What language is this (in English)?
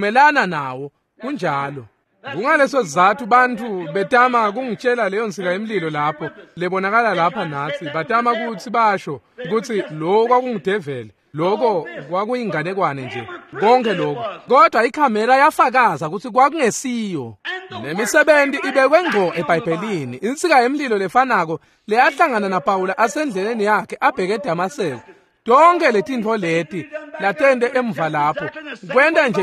Swati